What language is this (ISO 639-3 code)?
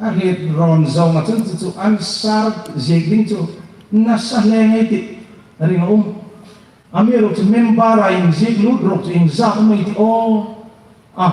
hmr